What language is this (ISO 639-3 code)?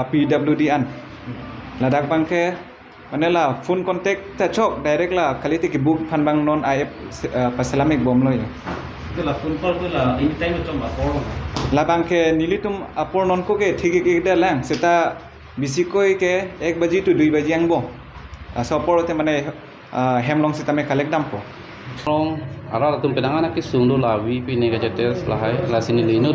mjw